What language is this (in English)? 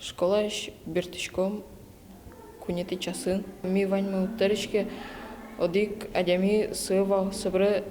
Udmurt